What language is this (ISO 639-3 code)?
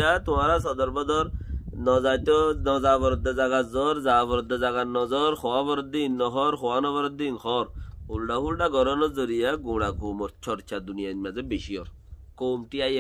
rhg